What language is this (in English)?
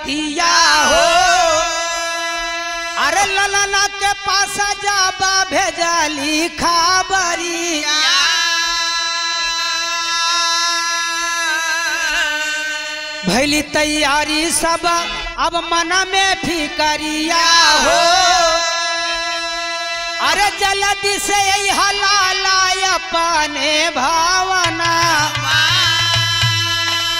Bhojpuri